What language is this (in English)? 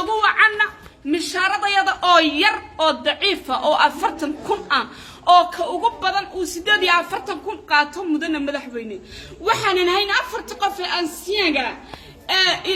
Somali